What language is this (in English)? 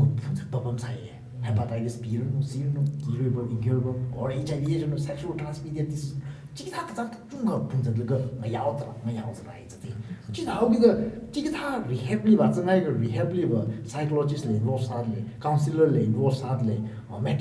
Tangkhul Naga (India)